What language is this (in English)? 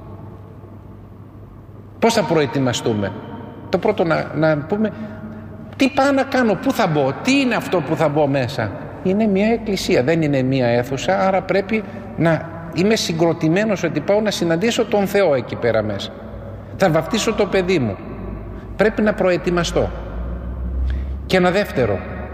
Greek